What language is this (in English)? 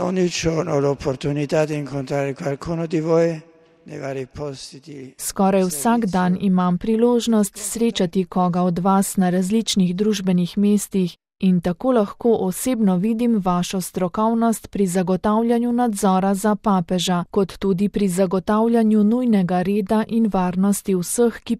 Slovenian